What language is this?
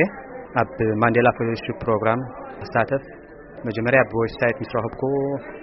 Tigrinya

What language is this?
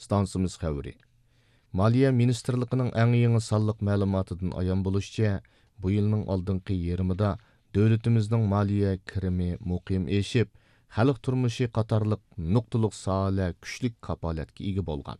Uyghur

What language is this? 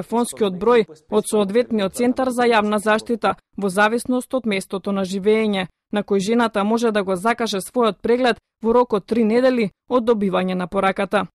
Macedonian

